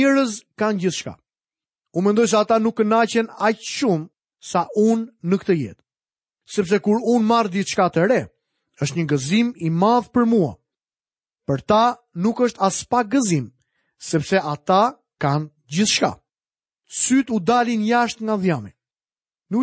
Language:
Albanian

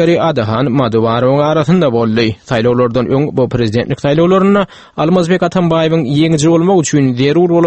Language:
Turkmen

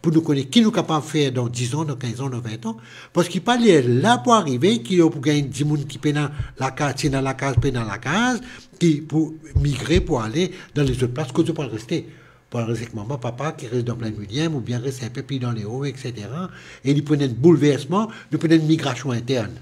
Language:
Morisyen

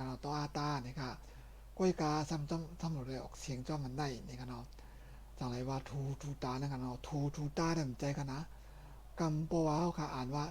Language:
Shan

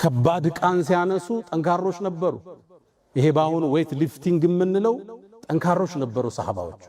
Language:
Amharic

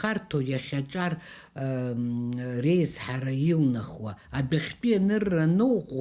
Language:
Abkhazian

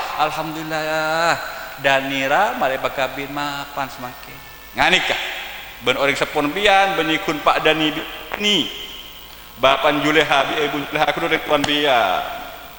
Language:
Madurese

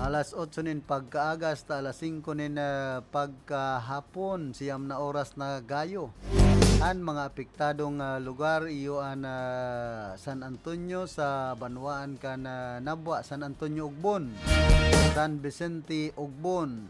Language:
Bikol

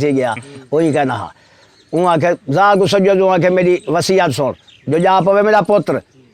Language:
Saraiki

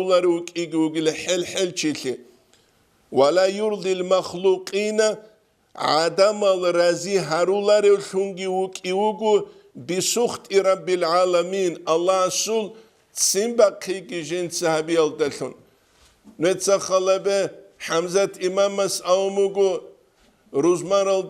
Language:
Avaric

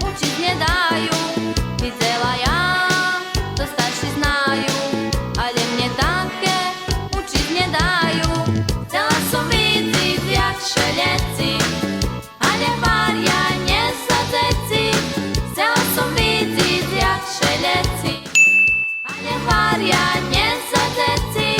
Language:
Rusyn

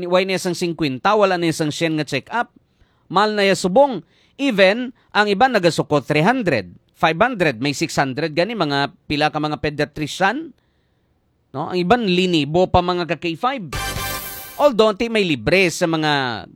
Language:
Hiligaynon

